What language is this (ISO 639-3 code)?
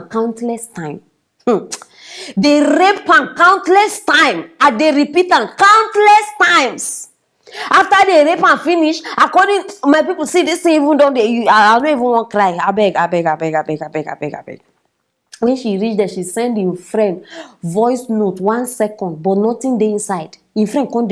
pcm